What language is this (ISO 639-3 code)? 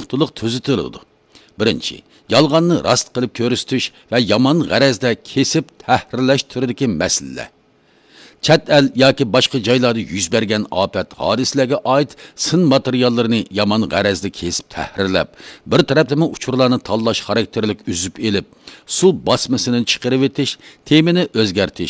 uig